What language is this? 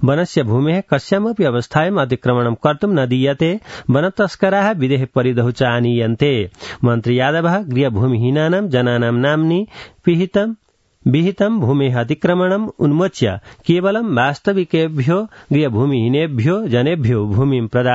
Sanskrit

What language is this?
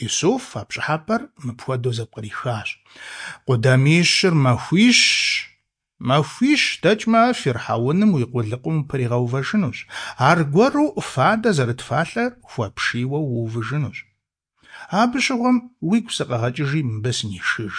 Kabardian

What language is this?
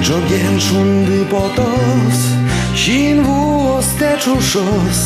Udmurt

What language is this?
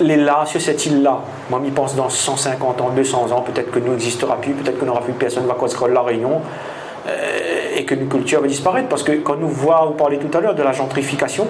Réunion Creole French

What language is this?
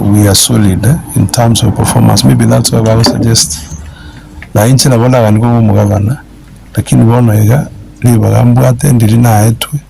Gusii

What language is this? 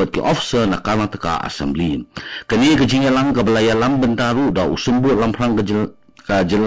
Khasi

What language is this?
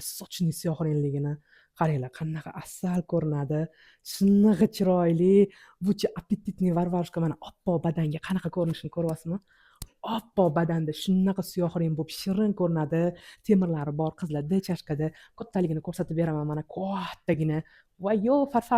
Uzbek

